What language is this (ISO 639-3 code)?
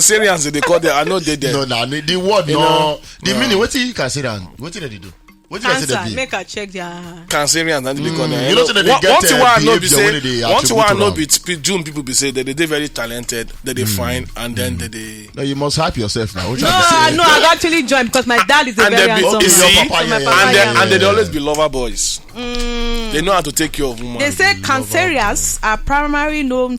pcm